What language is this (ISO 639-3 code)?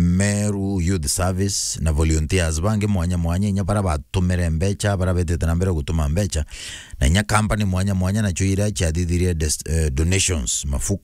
mer